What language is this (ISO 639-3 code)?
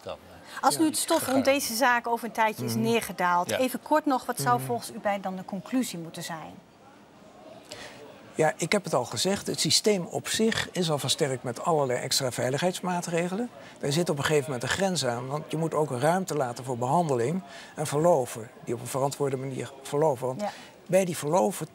nld